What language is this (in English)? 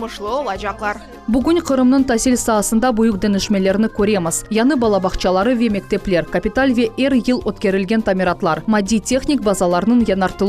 Crimean Tatar